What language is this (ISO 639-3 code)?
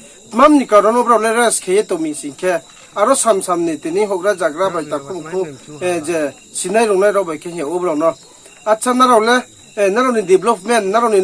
ria